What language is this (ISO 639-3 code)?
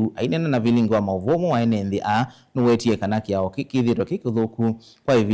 kam